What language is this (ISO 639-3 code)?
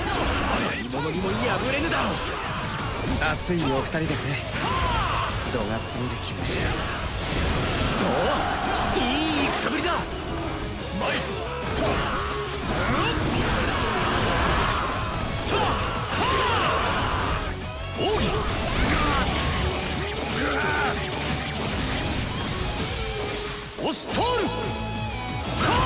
jpn